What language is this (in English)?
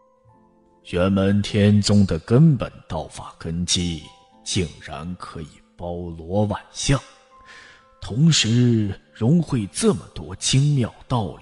Chinese